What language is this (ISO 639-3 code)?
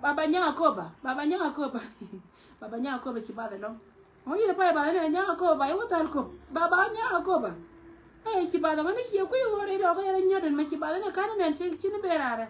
nus